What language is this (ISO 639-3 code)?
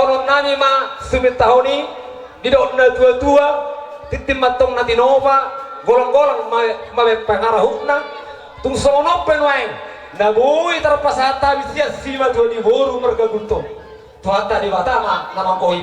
bbc